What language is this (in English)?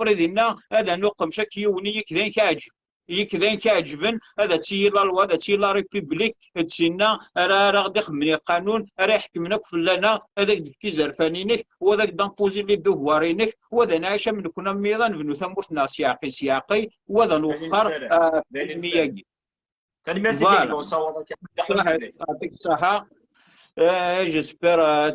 Kabyle